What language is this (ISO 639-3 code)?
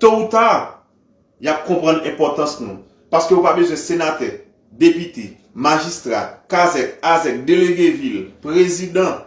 hat